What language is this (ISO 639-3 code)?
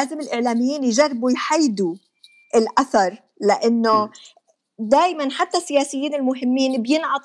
apc